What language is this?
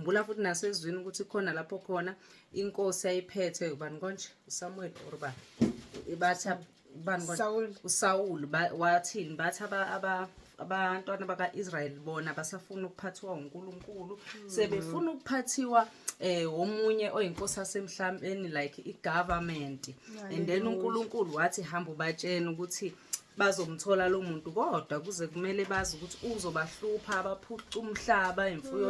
Zulu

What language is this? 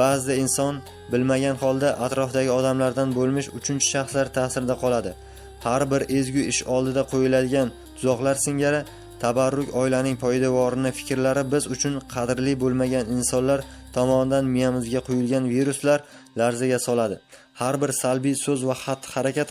Uzbek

